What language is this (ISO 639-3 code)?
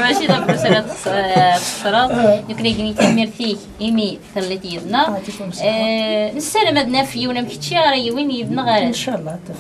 kab